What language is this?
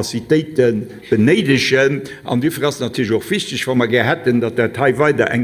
Luxembourgish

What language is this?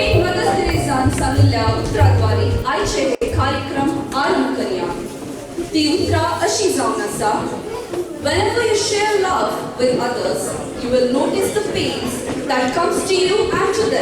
Konkani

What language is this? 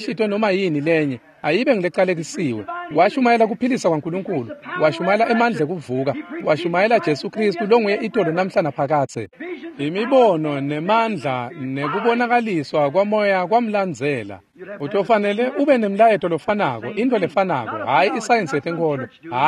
Swati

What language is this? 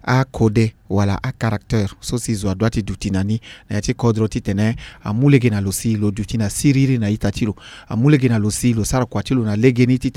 Sango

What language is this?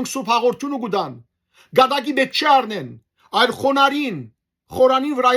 Western Armenian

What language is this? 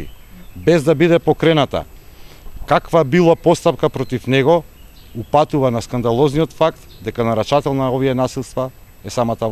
Macedonian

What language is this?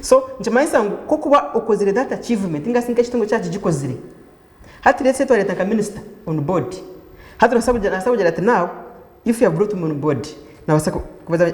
Nyankole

